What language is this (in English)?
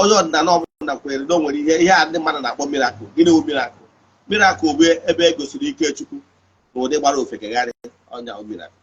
Igbo